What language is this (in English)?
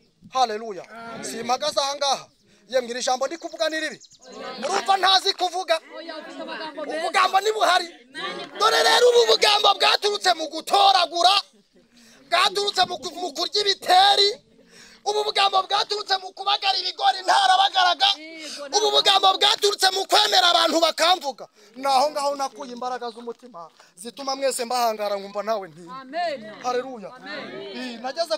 Kinyarwanda